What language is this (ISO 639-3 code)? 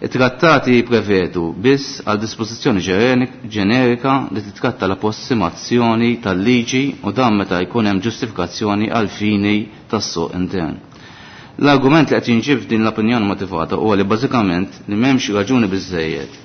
mlt